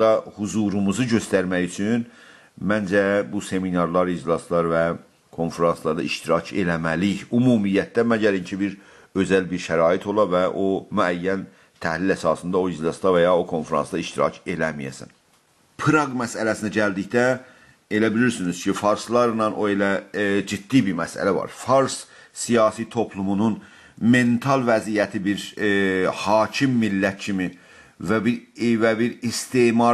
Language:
South Azerbaijani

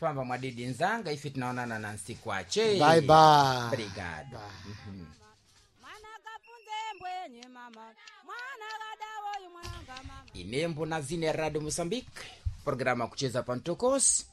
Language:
Sena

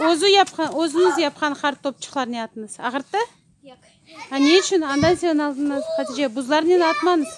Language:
Crimean Tatar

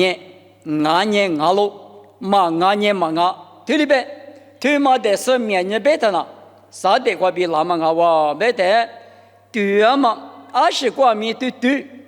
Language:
Lisu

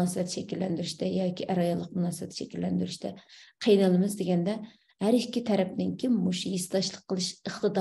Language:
Uyghur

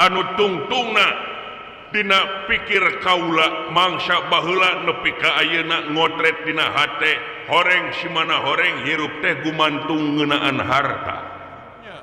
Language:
Sundanese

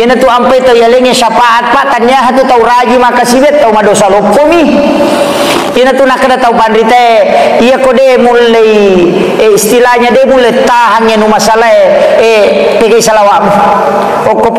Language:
Buginese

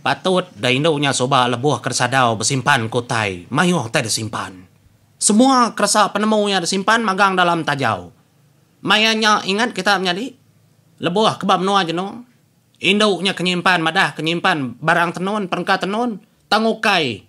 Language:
Iban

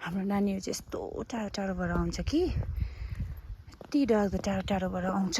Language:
Nepali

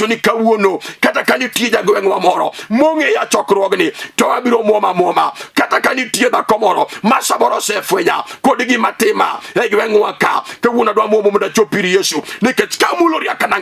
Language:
Luo (Kenya and Tanzania)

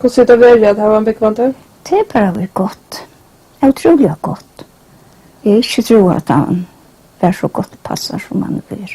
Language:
Faroese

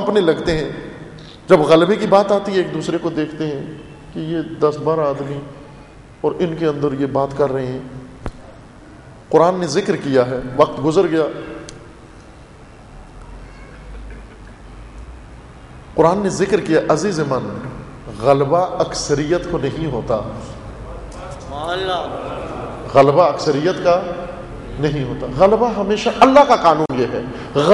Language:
Urdu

